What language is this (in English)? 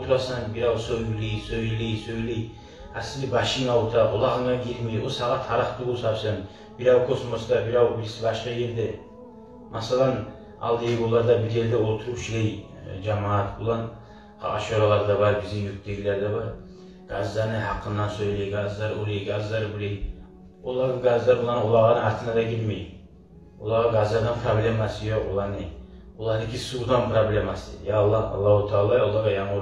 Kumyk